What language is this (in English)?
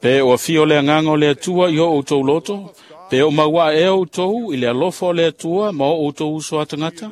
Samoan